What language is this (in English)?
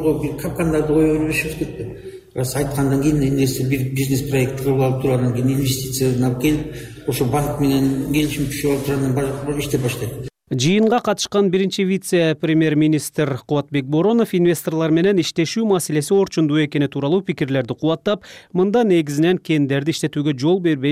Kyrgyz